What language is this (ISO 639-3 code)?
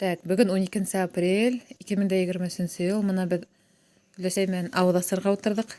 bak